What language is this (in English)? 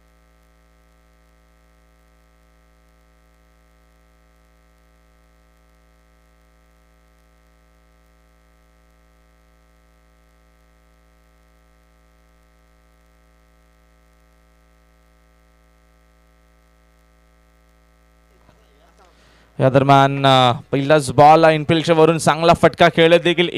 Marathi